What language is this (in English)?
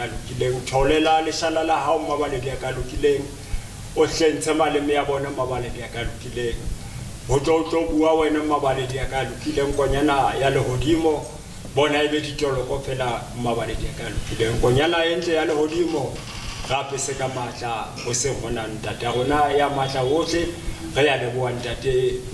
Southern Sotho